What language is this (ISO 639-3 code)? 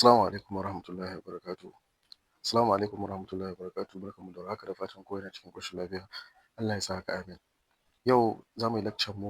hau